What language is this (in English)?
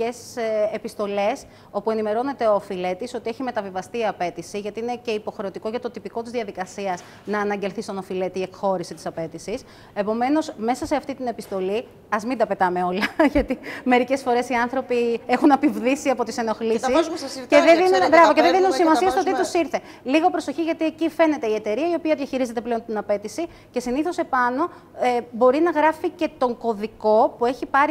Greek